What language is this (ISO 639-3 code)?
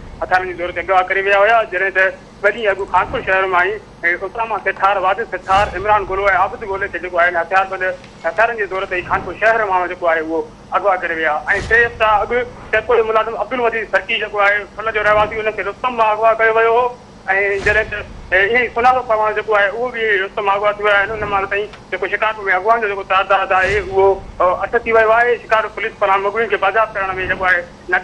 snd